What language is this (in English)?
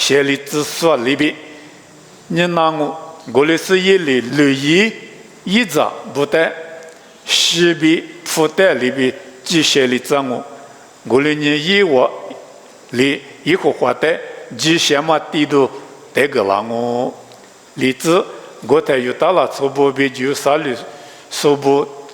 Lisu